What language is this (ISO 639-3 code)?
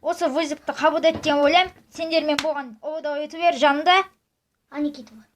kaz